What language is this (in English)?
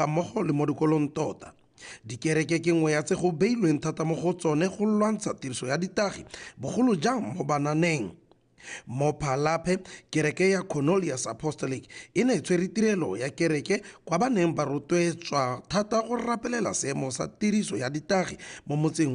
Tswana